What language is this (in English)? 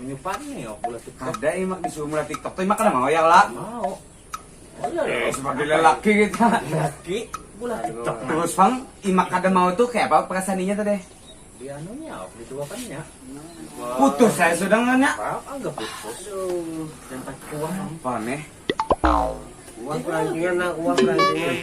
Banjar